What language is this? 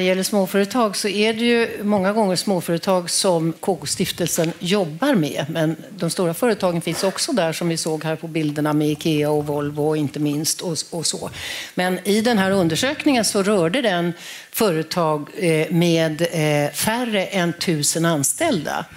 Swedish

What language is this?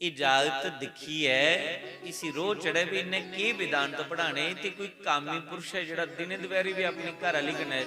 Dogri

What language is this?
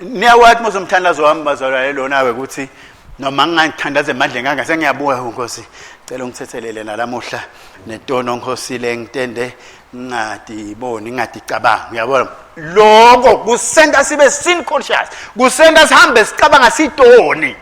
Swati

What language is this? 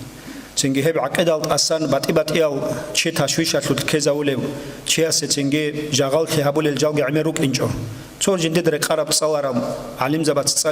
Avaric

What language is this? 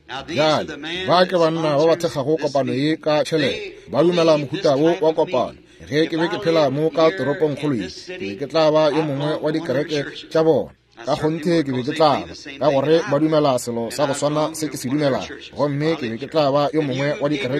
Northern Sotho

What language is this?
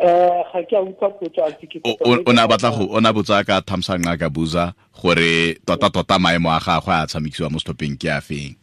Tswana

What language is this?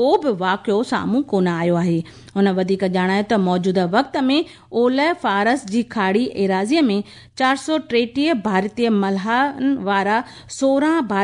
Sindhi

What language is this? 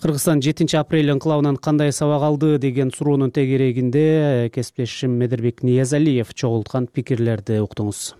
Kyrgyz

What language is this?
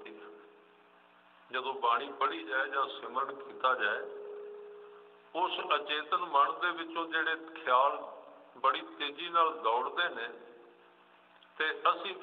Punjabi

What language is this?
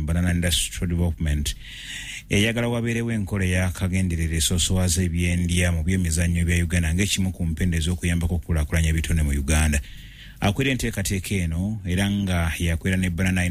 Ganda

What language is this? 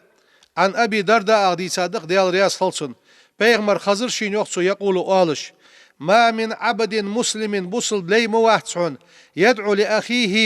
Ingush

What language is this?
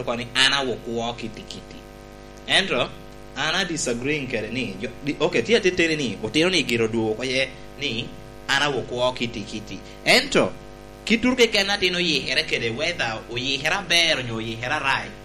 Lango (Uganda)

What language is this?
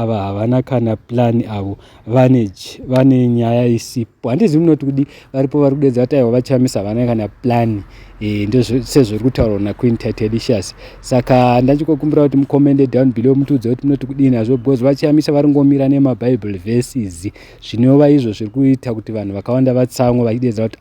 Shona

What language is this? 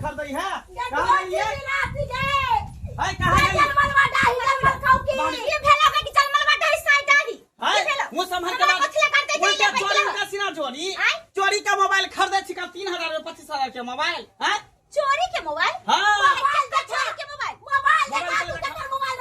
Maithili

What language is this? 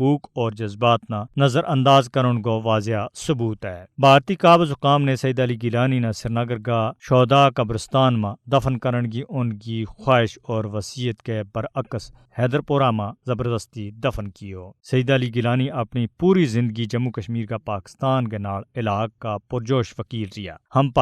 Gujari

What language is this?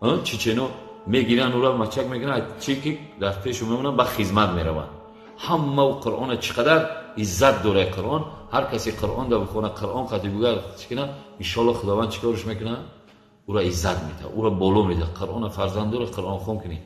Tajik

